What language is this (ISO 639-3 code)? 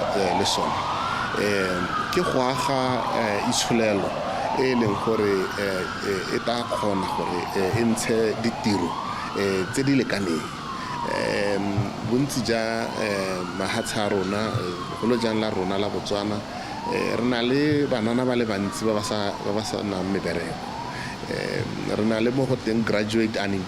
tsn